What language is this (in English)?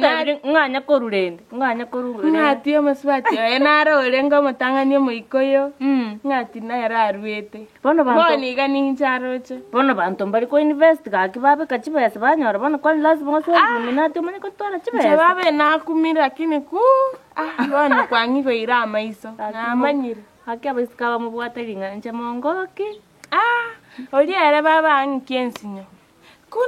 Gusii